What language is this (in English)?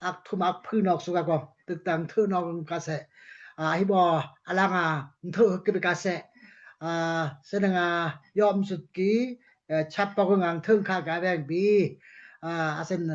Daai Chin